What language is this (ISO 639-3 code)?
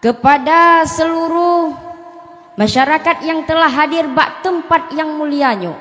ace